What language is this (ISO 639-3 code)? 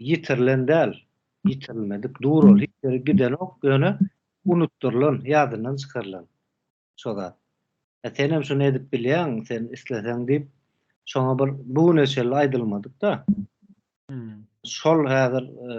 tuk